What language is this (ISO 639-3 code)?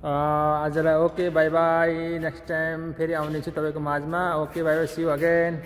nep